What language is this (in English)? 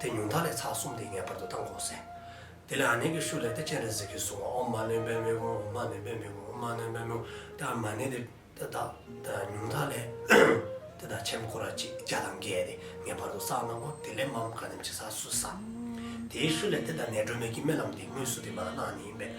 Dzongkha